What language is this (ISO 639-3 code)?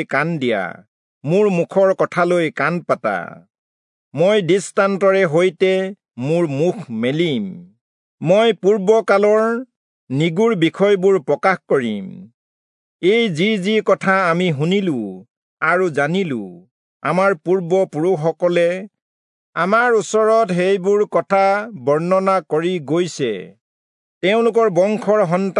asm